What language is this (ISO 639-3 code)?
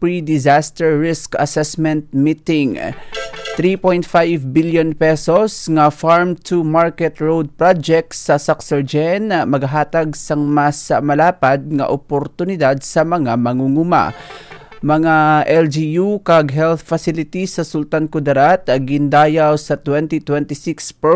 hil